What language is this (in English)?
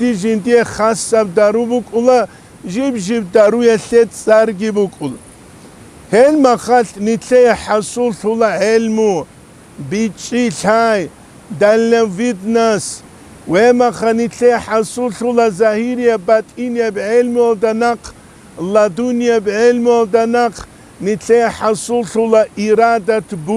Avaric